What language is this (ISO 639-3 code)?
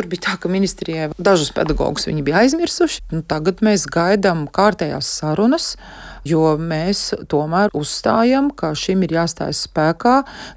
lav